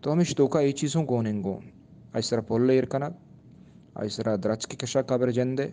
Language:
Eastern Balochi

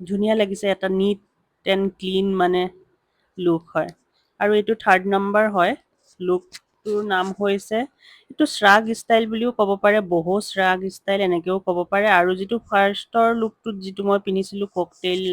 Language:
Assamese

